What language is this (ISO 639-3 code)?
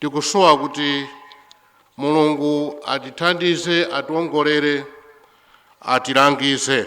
nya